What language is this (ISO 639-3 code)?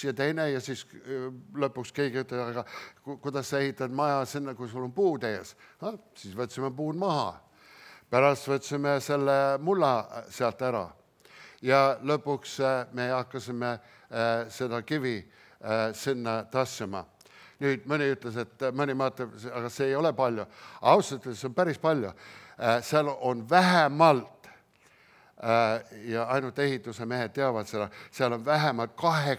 est